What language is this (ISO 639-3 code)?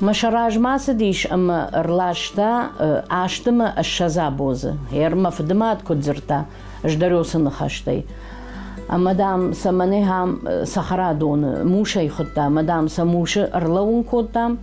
oss